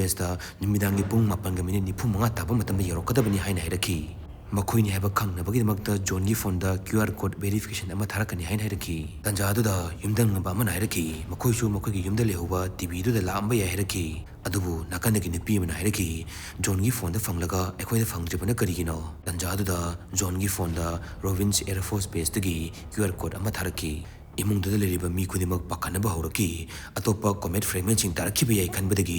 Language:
Manipuri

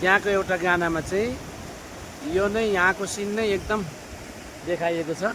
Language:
Nepali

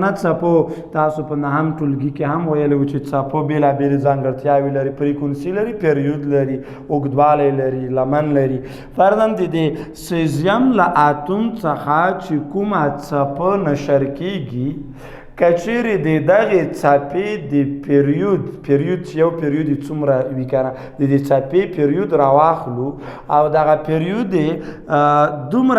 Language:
Pashto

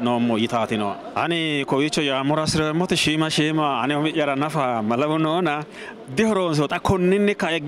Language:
Sidamo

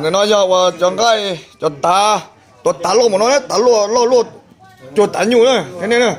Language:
Hmong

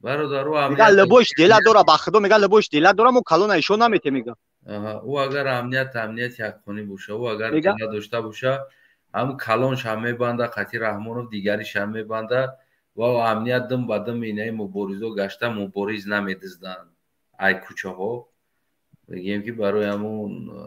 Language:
Tajik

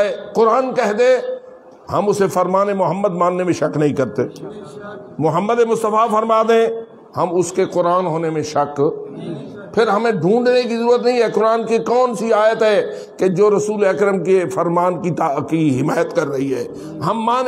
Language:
Urdu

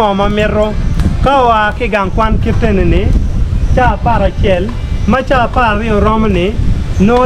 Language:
Acoli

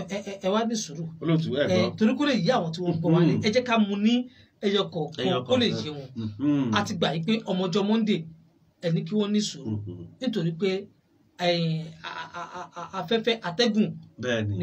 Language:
Yoruba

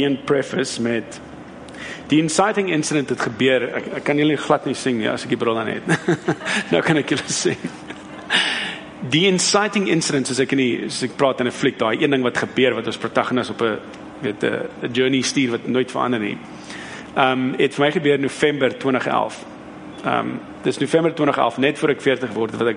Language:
Afrikaans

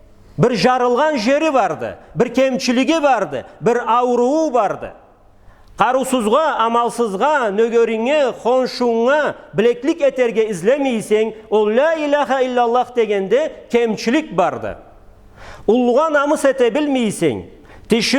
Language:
Karachay-Balkar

